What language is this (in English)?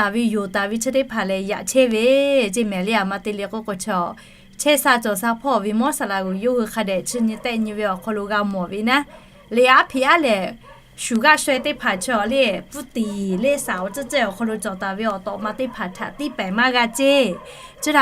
Lahu